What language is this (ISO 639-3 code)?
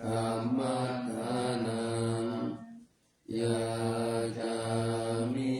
pli